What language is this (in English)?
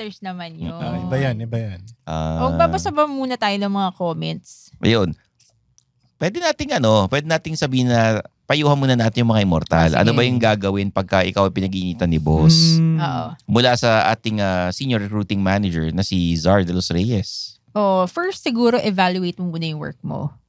Filipino